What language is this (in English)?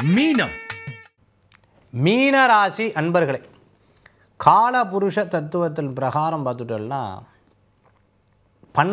Tamil